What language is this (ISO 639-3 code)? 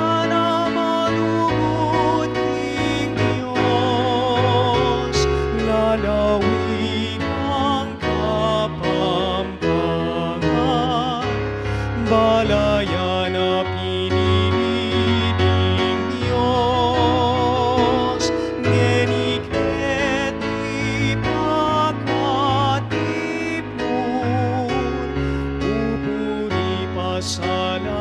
pam